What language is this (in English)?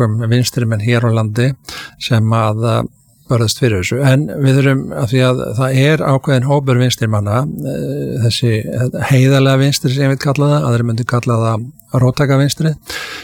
Icelandic